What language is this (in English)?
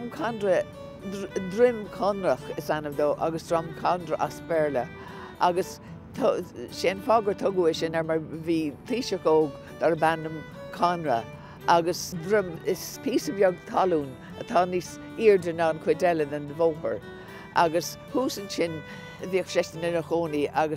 Irish